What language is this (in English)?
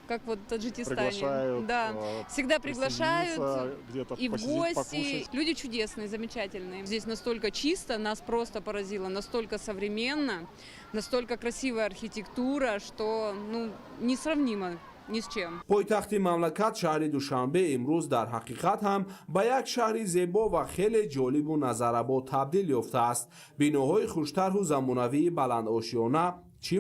Tajik